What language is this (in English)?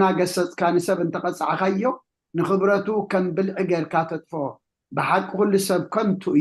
Tigrinya